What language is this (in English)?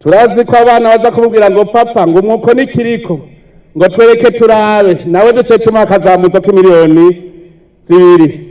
Rundi